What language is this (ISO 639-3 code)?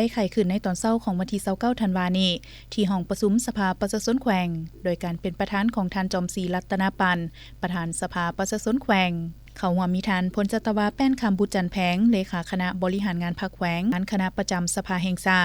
lao